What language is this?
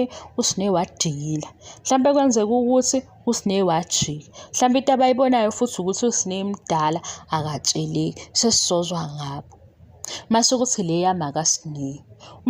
Zulu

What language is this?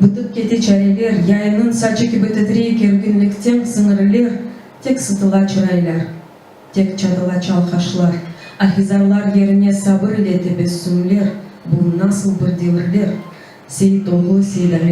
Crimean Tatar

